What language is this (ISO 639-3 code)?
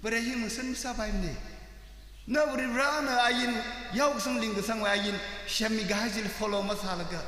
nmf